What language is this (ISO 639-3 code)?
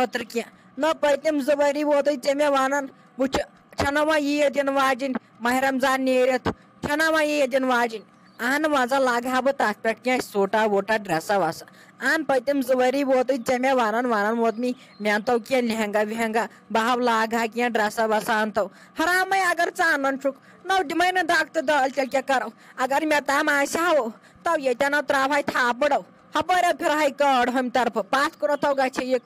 kas